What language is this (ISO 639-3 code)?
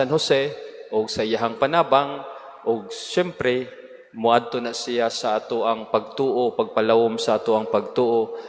ceb